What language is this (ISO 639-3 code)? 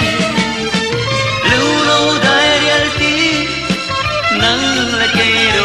vie